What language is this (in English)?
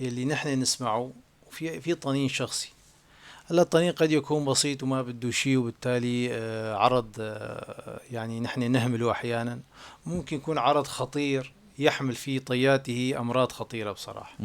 North Levantine Arabic